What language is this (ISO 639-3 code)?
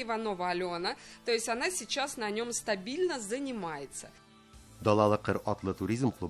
tat